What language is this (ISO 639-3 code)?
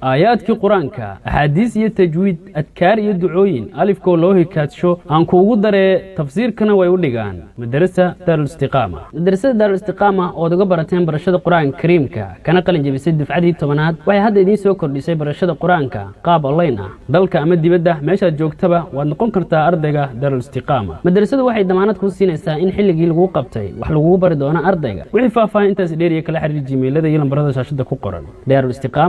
som